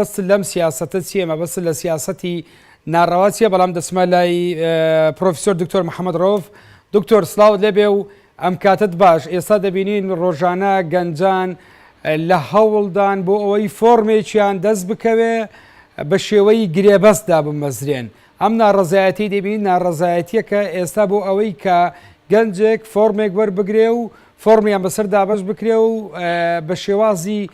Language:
Central Kurdish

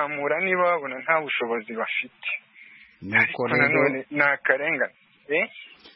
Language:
Kinyarwanda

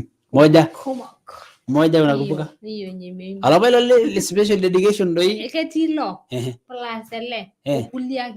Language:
Masai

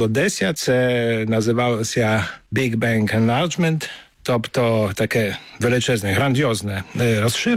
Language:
Ukrainian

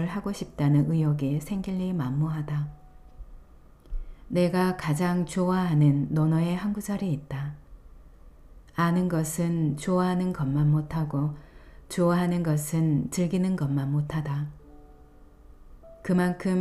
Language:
Korean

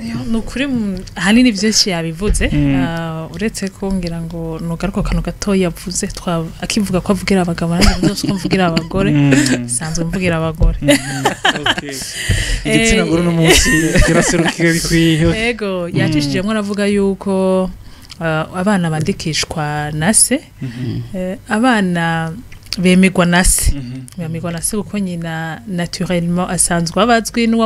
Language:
Rundi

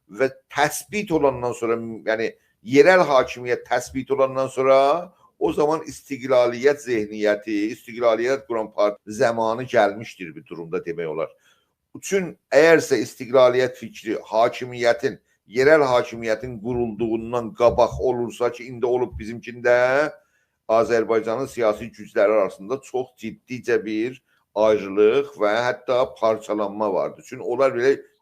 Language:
South Azerbaijani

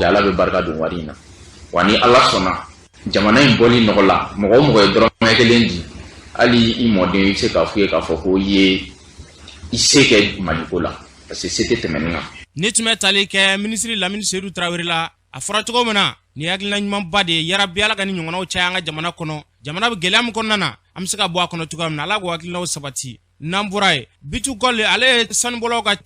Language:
Bambara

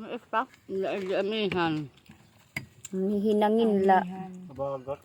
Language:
Waray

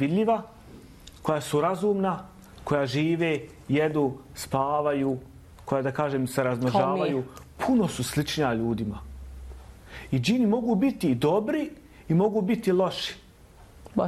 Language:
Bosnian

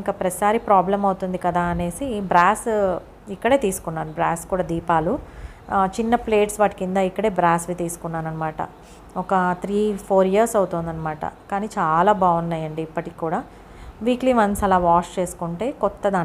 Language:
Telugu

